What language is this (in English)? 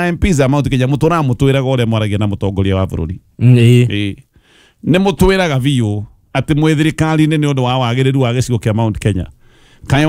Kikuyu